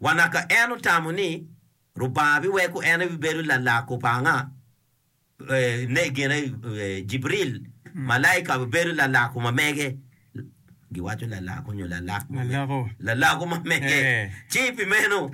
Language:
Acoli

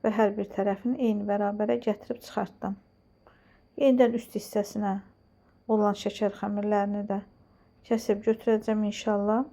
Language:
Azerbaijani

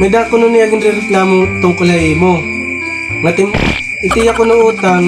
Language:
Waray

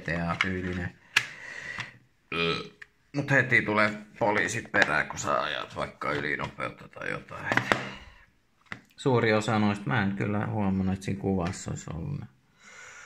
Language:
Finnish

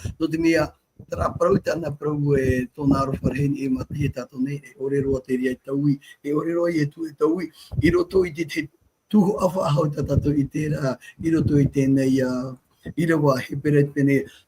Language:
Tahitian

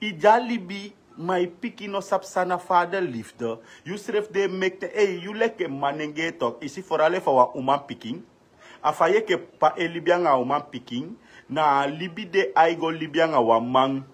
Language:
Sranan Tongo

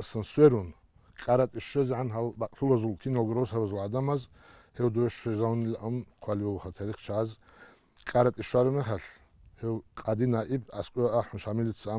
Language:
Avaric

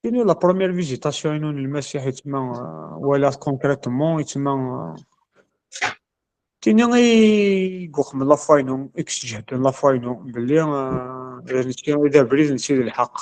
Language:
Kabyle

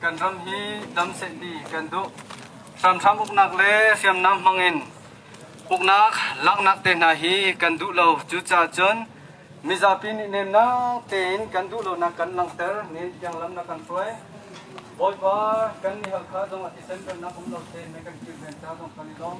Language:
Hakha Chin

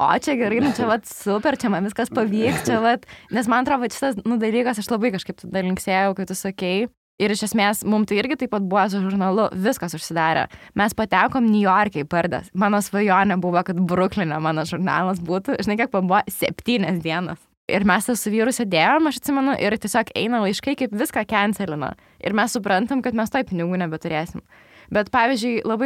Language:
Lithuanian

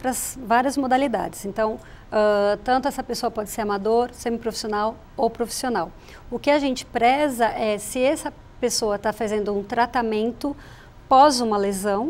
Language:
Portuguese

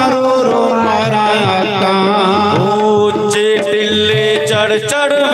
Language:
Dogri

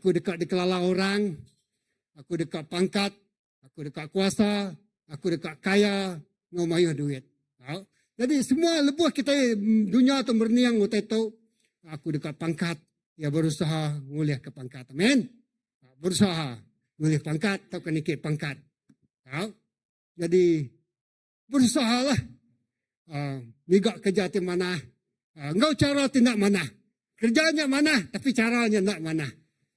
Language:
Iban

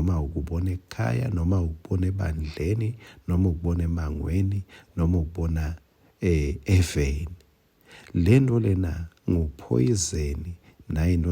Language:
Swati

